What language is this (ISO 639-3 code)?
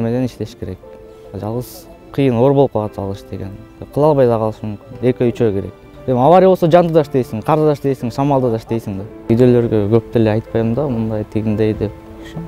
kir